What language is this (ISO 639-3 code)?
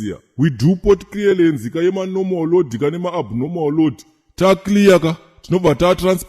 sna